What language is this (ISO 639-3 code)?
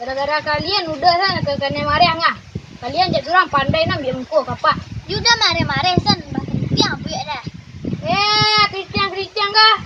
min